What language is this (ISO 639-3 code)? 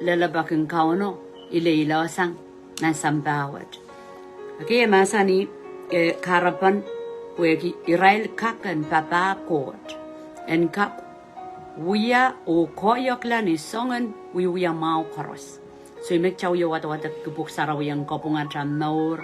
pon